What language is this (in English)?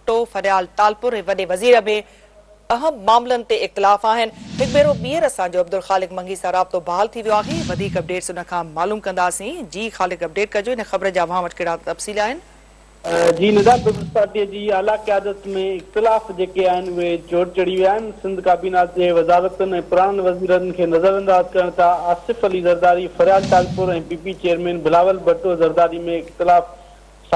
Sindhi